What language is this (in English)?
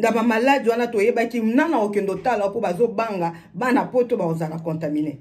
Lingala